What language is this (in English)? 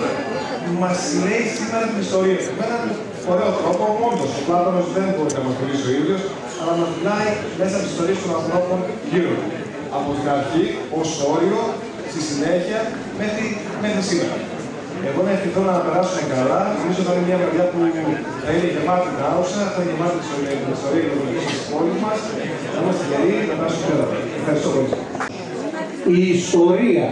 Greek